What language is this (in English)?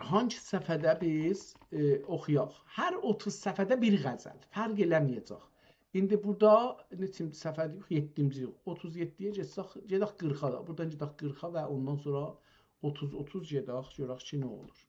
South Azerbaijani